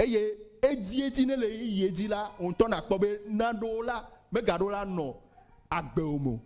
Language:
Ewe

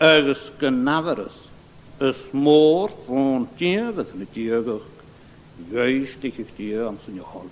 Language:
Scottish Gaelic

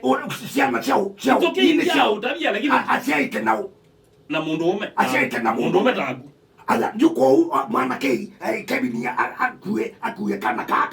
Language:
Kamba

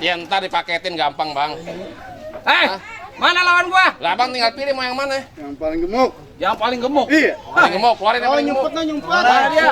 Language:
Betawi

